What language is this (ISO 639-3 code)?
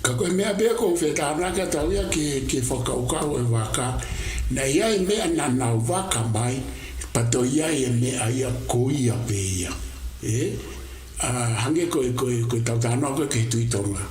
ton